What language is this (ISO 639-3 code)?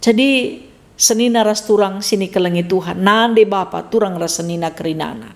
btx